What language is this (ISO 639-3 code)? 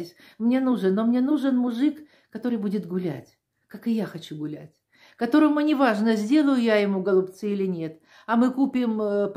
rus